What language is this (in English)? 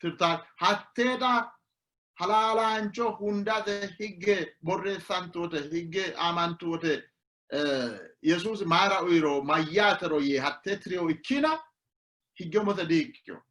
Sidamo